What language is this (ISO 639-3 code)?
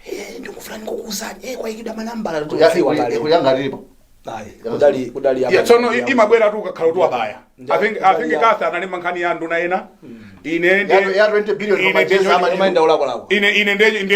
nya